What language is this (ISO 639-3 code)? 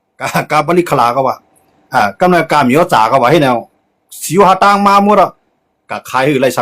shn